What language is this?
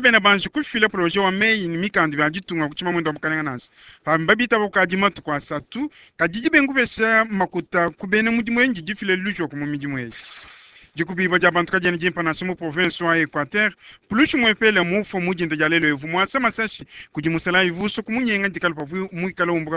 Luba-Lulua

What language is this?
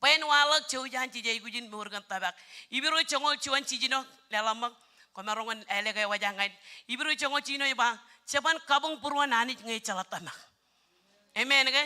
Marshallese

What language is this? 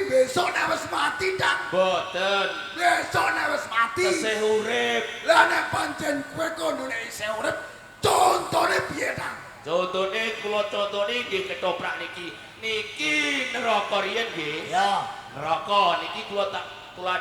Javanese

